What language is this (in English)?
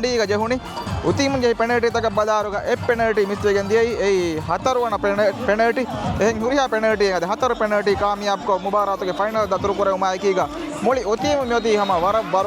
Divehi